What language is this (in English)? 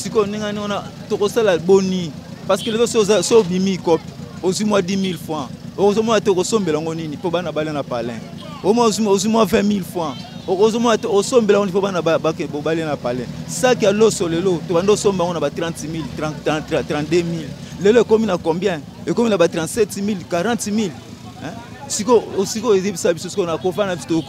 Lingala